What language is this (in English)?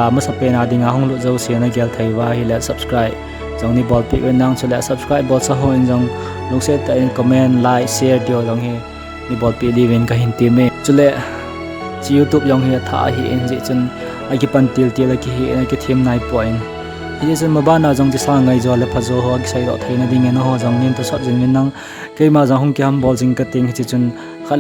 Thado Chin